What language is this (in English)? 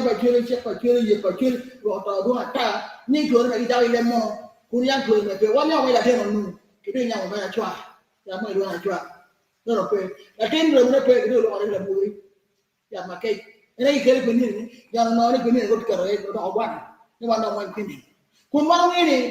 Acoli